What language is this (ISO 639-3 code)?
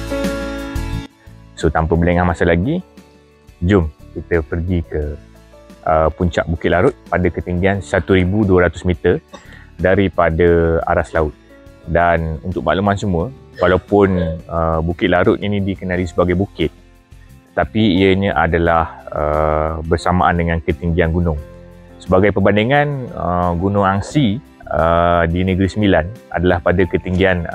msa